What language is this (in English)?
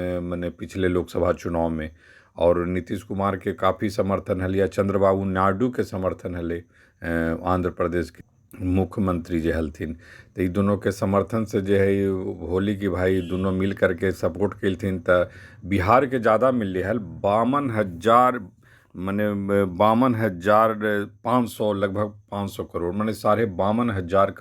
Magahi